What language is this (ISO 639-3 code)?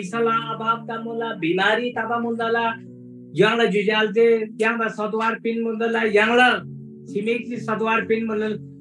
taj